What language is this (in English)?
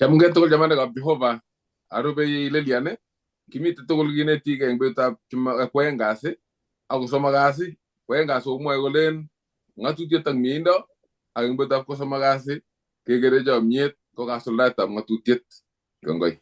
Kalenjin